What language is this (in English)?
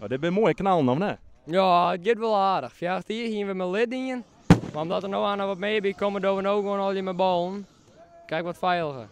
Western Frisian